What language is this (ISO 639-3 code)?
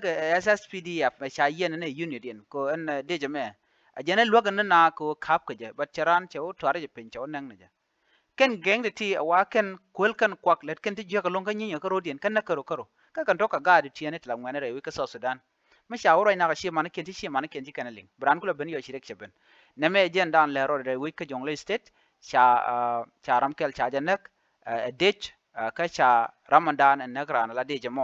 nus